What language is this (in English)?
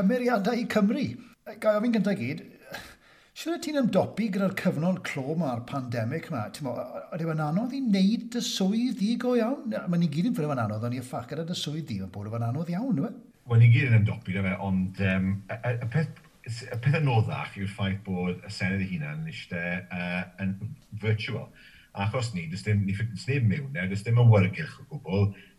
Welsh